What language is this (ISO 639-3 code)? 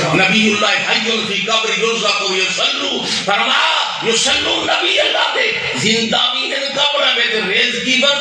skr